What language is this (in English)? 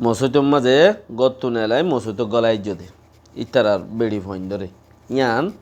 Rohingya